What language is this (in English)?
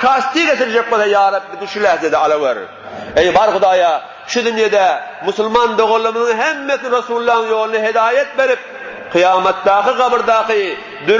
Turkmen